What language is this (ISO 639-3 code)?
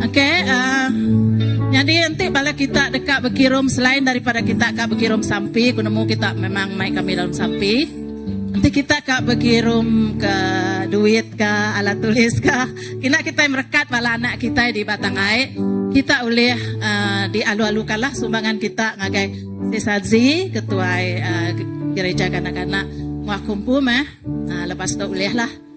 iba